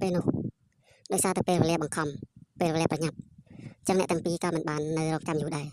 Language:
Khmer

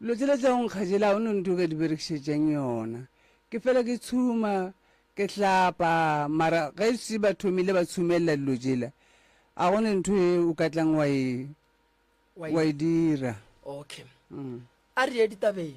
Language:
Northern Sotho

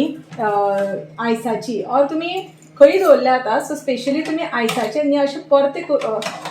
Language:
Konkani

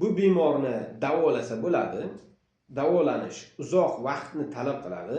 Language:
Uzbek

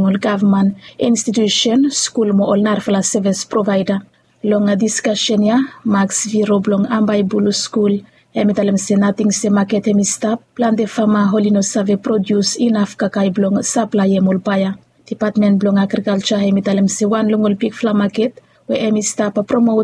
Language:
Bislama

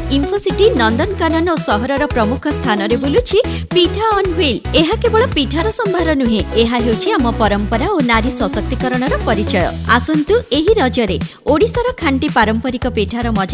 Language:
Odia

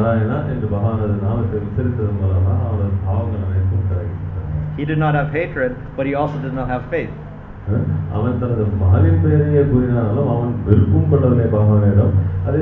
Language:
Tamil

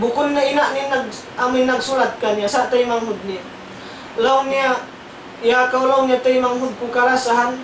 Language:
Tausug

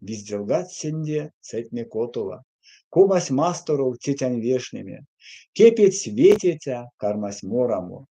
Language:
Erzya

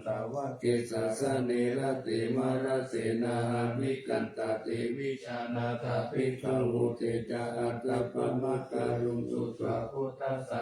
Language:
Pali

